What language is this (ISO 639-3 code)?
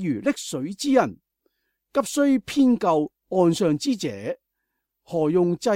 yue